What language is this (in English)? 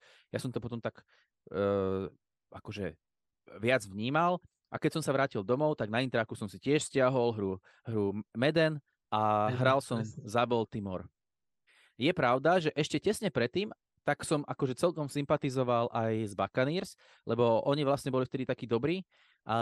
Slovak